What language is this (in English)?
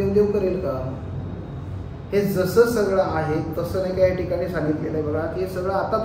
Marathi